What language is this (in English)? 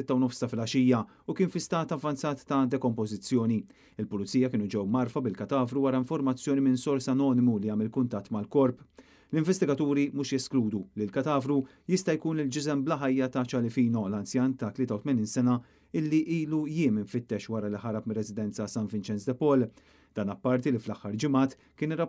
Maltese